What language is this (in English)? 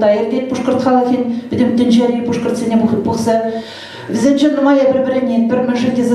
Chuvash